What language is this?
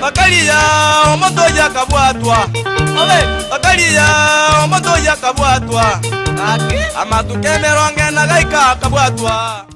Gusii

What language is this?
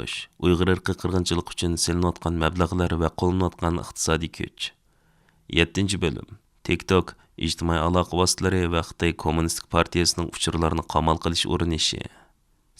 Uyghur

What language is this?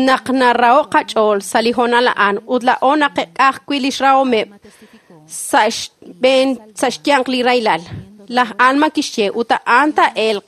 Kekchí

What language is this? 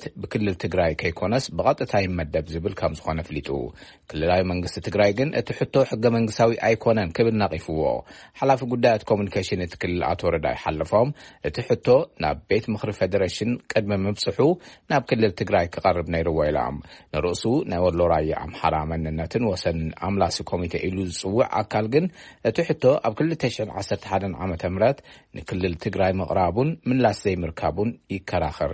Tigrinya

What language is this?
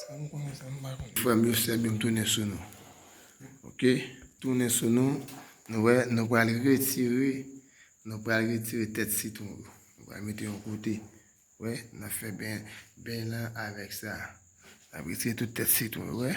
Haitian Creole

